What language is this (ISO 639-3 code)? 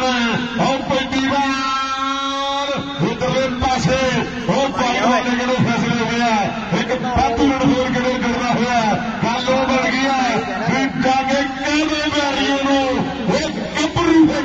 pan